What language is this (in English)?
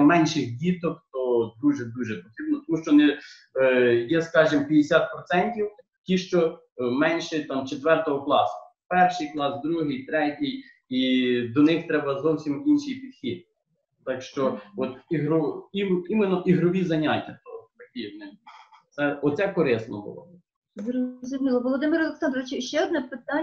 Ukrainian